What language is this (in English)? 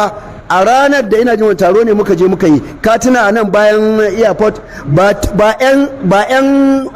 Hausa